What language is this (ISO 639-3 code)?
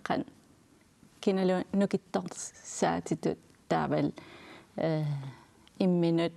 kal